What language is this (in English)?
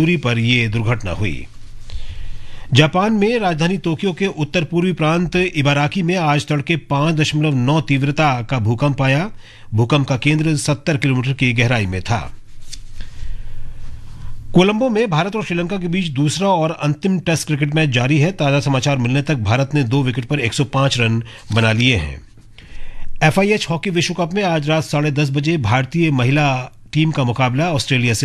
Hindi